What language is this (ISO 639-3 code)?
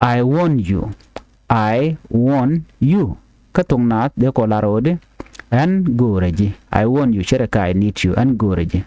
nus